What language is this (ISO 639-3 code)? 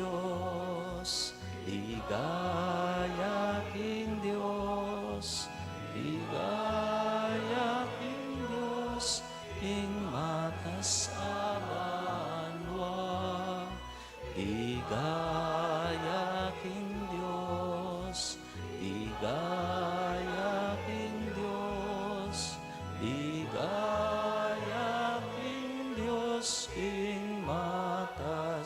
pam